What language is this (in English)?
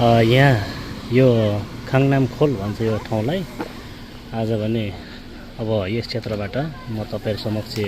Nepali